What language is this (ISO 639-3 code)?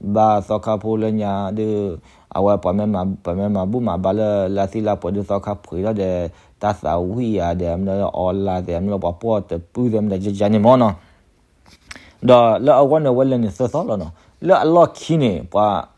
ksw